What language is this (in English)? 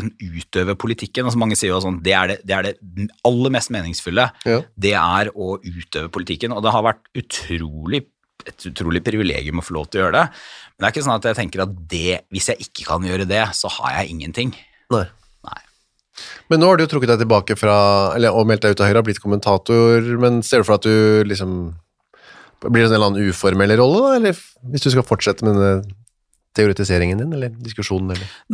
Norwegian